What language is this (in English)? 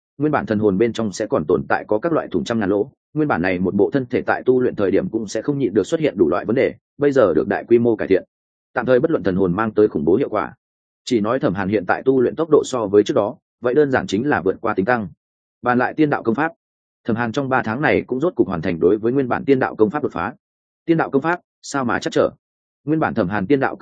Vietnamese